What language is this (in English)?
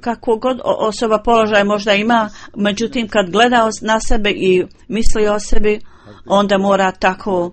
Bosnian